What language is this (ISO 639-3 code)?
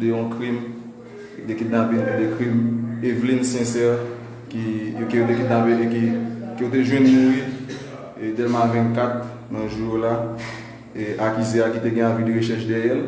hat